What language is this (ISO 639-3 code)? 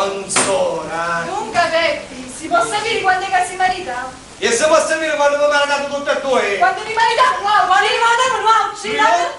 scn